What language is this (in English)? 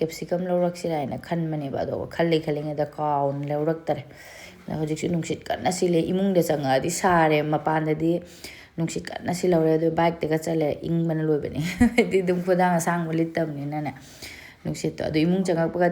Manipuri